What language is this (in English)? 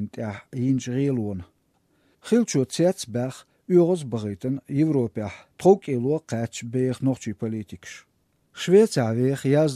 Chechen